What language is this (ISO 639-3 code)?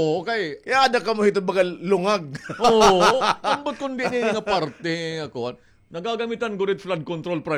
war